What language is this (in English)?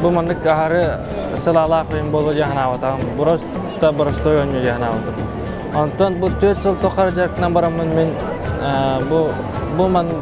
Yakut